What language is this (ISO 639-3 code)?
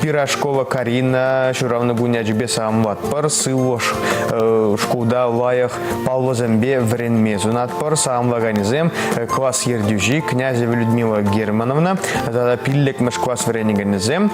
chv